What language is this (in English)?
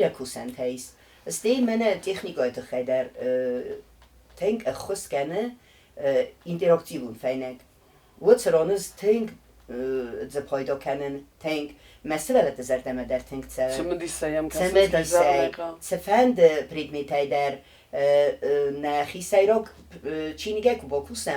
Ossetic